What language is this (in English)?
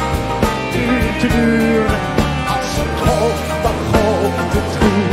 Dutch